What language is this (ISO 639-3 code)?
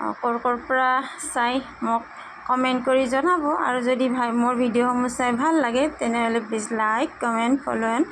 asm